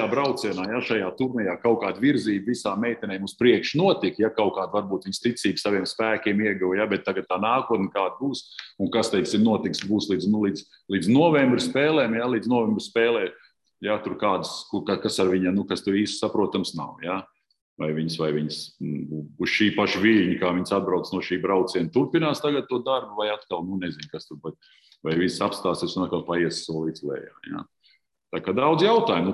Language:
Latvian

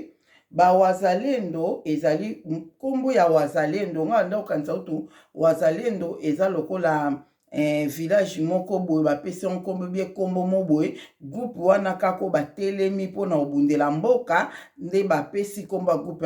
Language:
Lingala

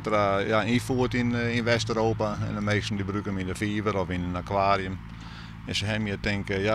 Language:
Western Frisian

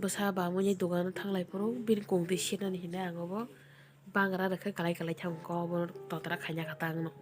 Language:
Kok Borok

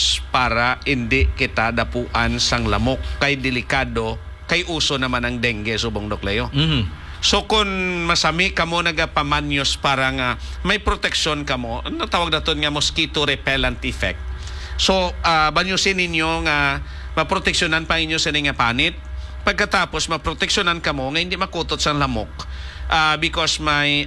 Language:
Hiligaynon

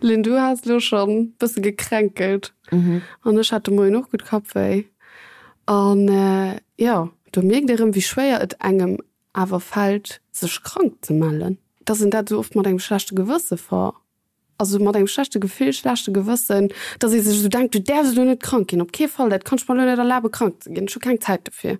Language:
Luxembourgish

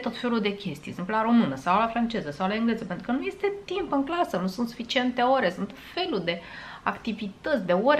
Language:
Romanian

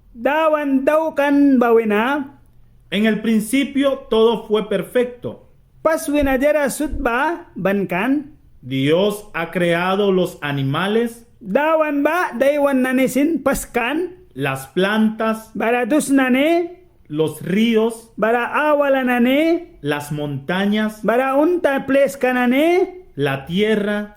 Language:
Mískito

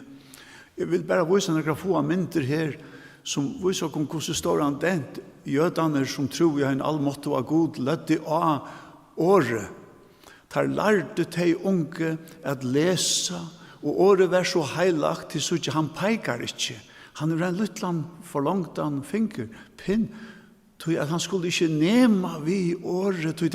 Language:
Faroese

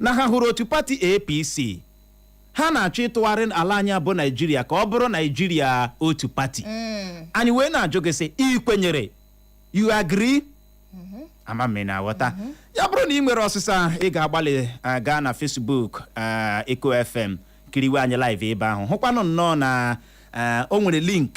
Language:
Igbo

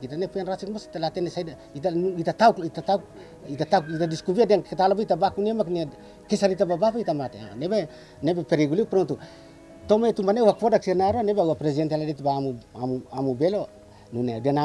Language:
Tetum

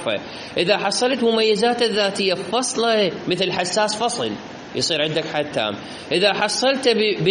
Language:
Mesopotamian Arabic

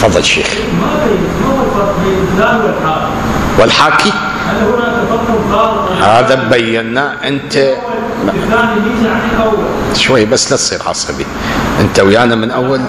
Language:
Mesopotamian Arabic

